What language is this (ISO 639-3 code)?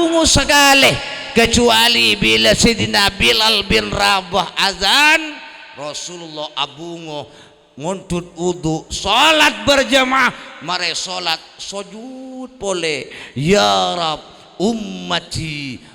mad